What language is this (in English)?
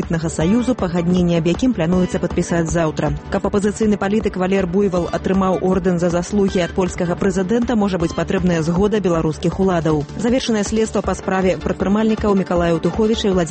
Belarusian